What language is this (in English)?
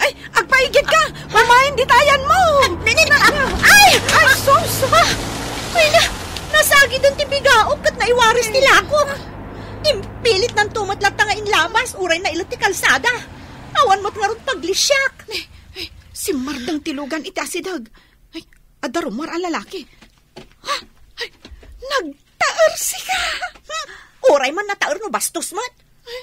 Iloko